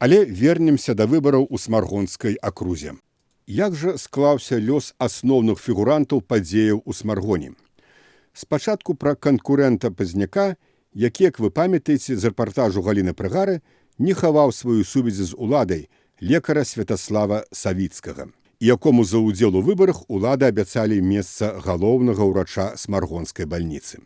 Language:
Belarusian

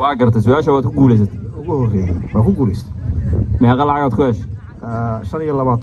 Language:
Somali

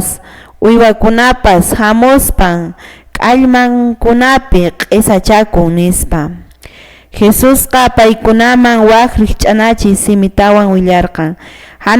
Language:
Quechua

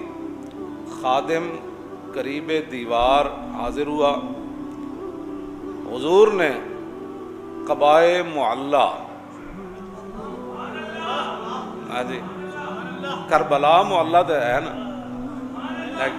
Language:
Urdu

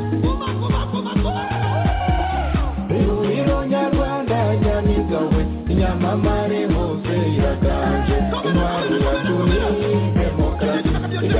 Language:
Kinyarwanda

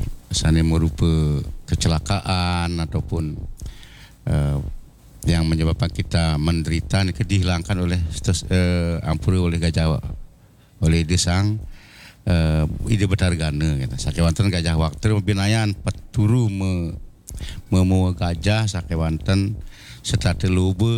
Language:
Balinese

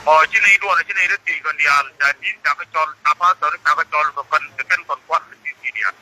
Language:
Nuer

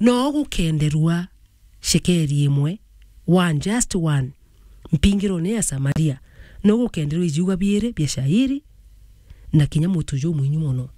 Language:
Meru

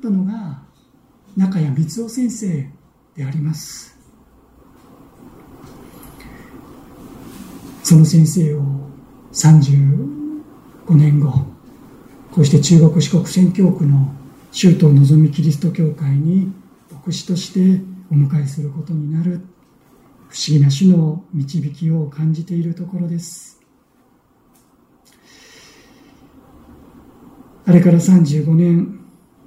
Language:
Japanese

